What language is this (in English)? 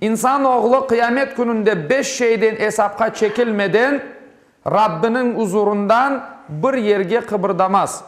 Crimean Tatar